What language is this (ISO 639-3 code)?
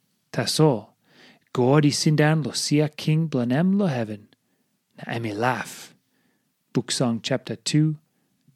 tpi